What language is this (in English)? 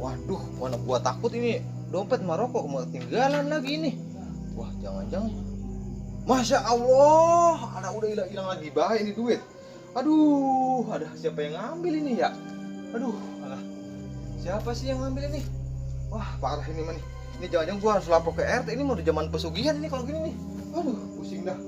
Betawi